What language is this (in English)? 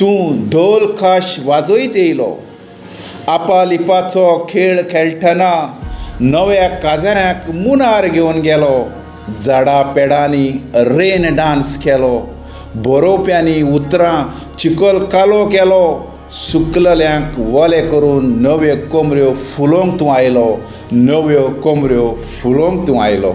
Konkani